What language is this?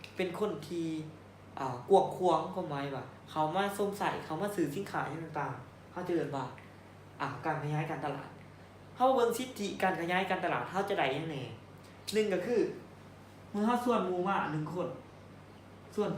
Lao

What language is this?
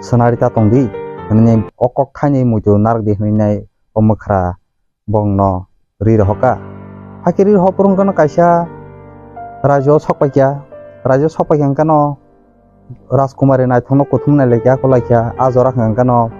Kok Borok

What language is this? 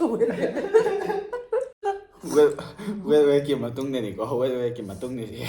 Manipuri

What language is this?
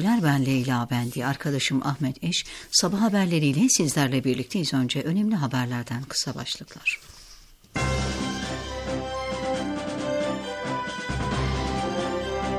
Turkish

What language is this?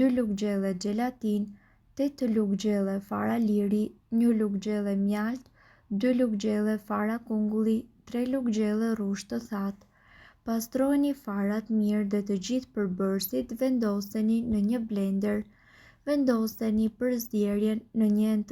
Albanian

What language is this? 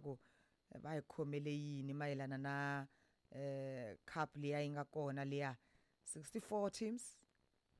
Tsonga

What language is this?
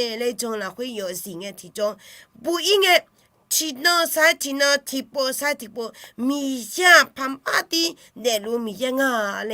Akha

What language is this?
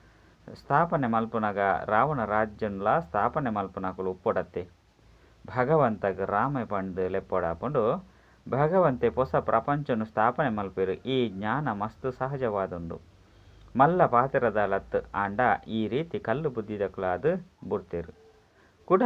Tulu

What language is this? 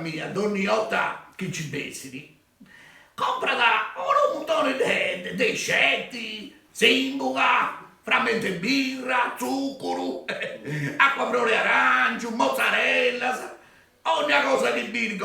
Sardinian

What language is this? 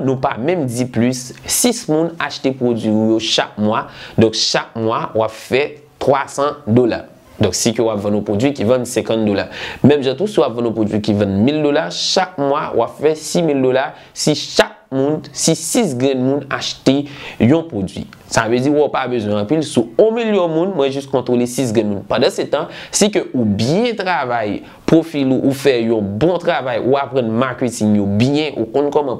Haitian Creole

